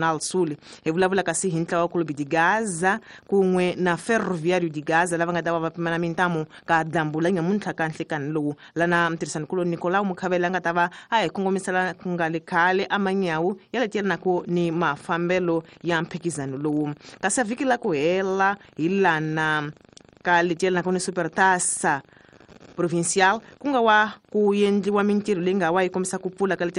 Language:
Tsonga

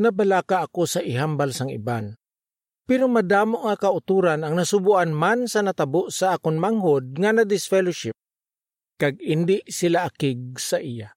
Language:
Hiligaynon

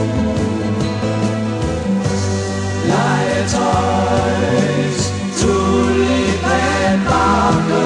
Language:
Danish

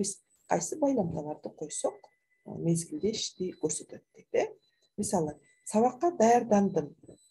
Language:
Kyrgyz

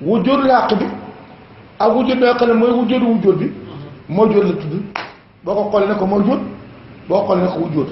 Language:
Wolof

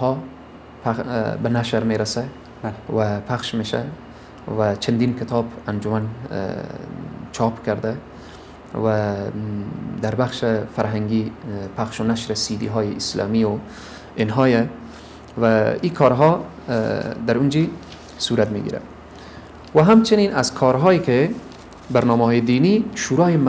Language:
Persian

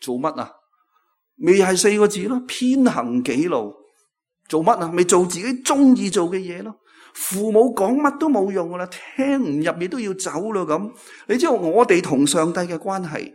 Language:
Cantonese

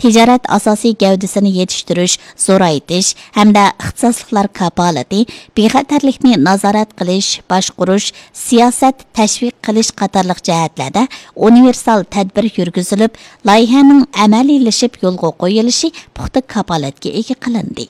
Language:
Uyghur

